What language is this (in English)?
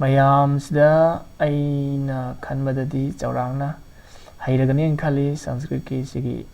Manipuri